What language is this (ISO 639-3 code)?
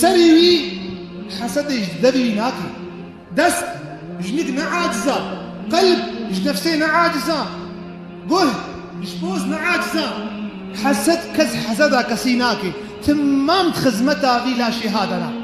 kur